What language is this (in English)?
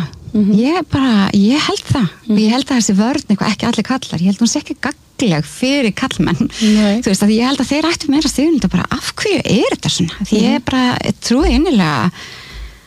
Icelandic